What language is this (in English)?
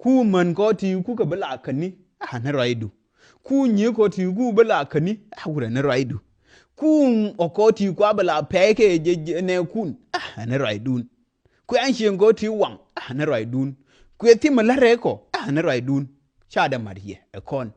Nuer